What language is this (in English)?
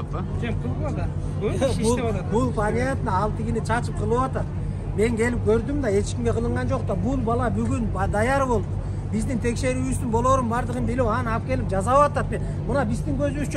Kyrgyz